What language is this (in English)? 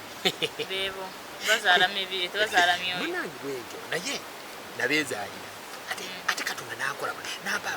Ganda